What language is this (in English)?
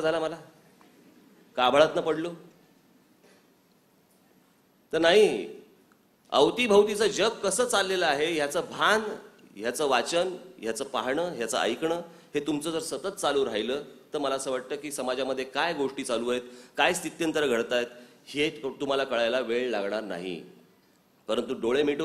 Marathi